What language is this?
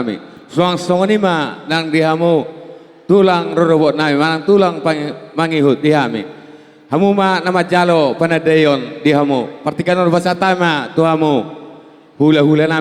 Batak Toba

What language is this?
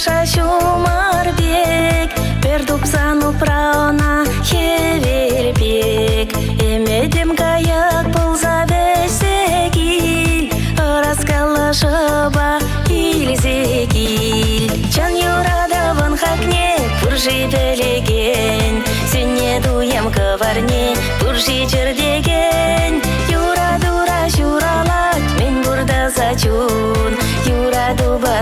Chuvash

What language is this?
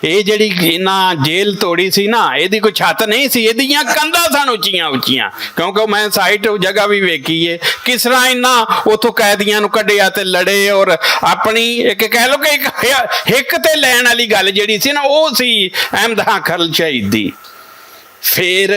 Western Panjabi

